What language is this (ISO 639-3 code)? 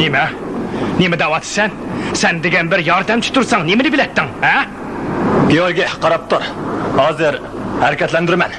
uig